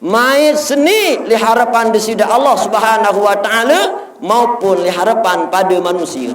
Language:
Sasak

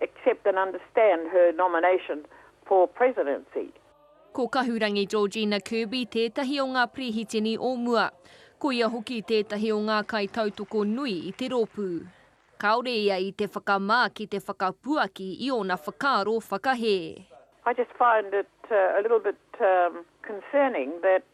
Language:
Māori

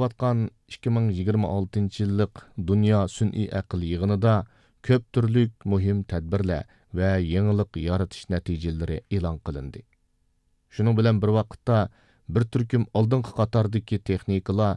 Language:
Uyghur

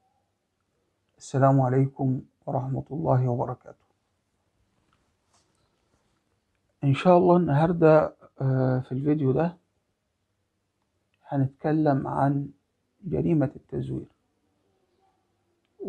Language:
Egyptian Arabic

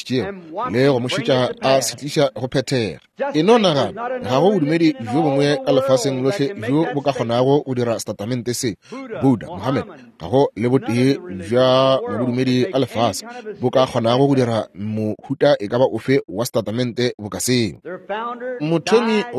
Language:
Northern Sotho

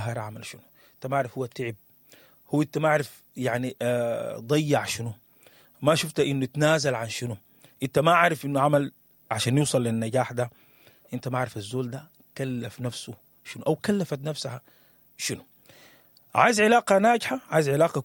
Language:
Sudanese Arabic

